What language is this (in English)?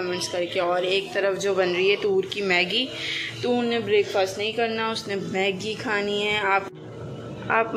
Hindi